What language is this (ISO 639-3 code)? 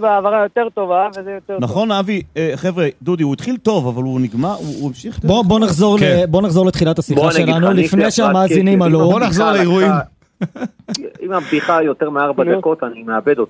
heb